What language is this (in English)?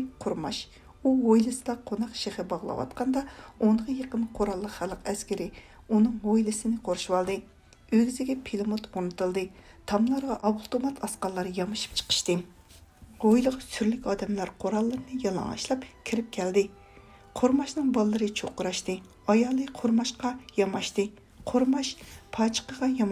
Uyghur